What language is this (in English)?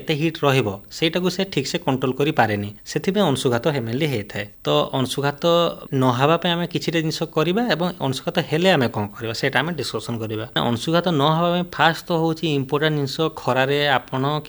Odia